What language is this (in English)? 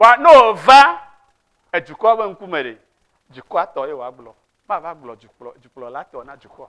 Ewe